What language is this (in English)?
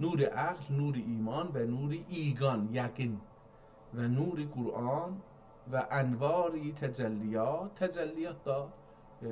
South Azerbaijani